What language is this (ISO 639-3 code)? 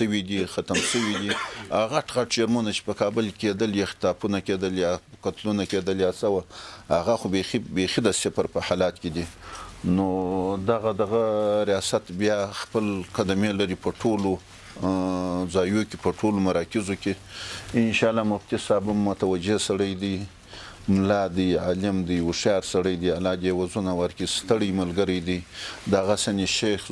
pus